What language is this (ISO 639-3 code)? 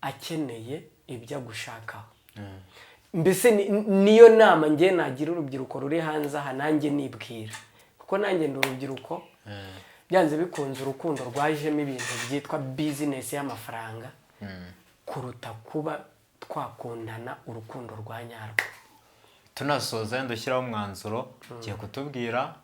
kin